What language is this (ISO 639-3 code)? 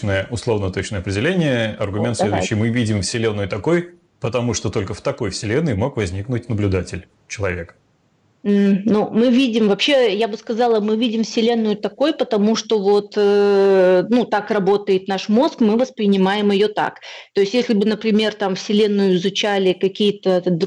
rus